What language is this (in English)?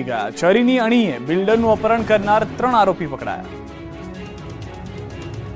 Gujarati